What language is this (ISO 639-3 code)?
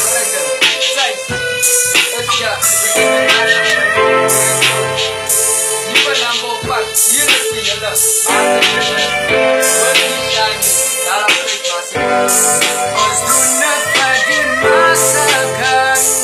afr